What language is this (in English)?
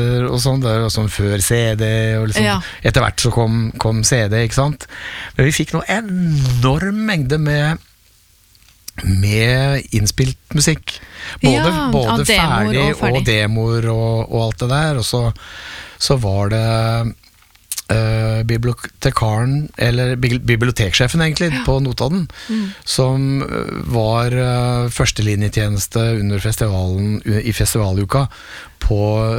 Norwegian